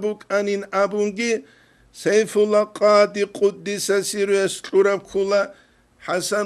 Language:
Avaric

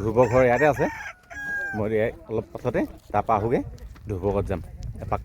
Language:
Assamese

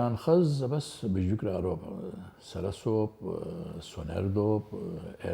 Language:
Abkhazian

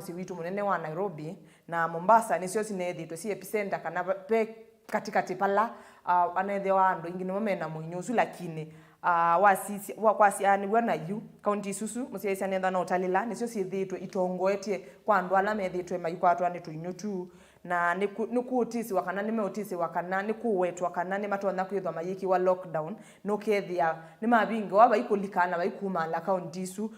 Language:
Kamba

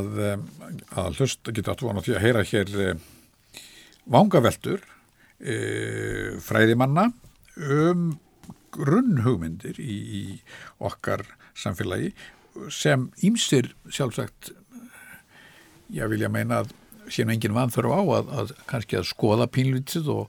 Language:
Icelandic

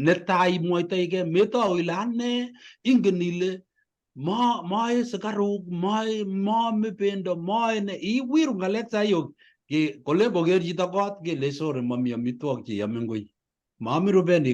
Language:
Kalenjin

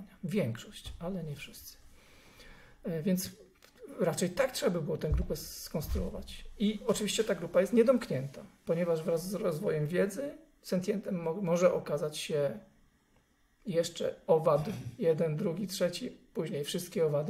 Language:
Polish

